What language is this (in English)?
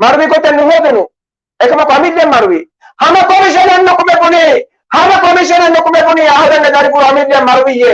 Divehi